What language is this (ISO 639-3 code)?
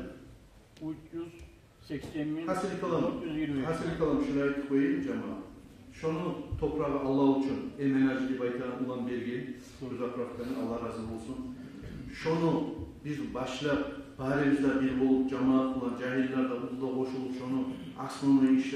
kum